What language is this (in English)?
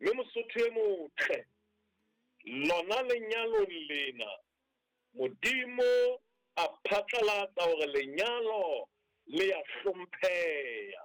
Southern Sotho